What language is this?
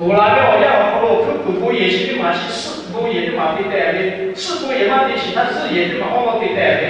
Lahu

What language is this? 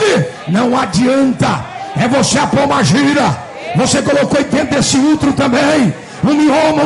Portuguese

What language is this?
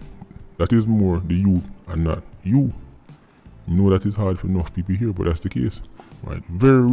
Jamaican Creole English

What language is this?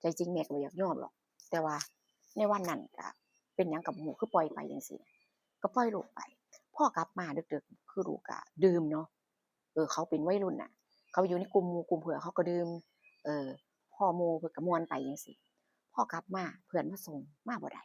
Northeastern Thai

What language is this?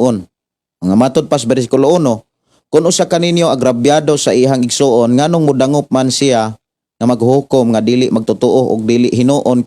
Cebuano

